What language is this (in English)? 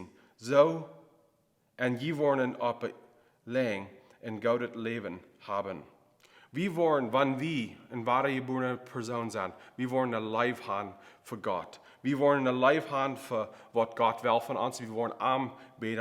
Plautdietsch